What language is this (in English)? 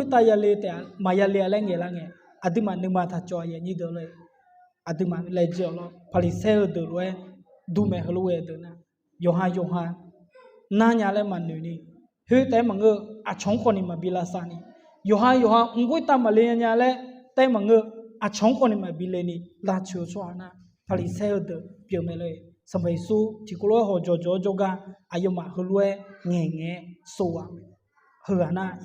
Akha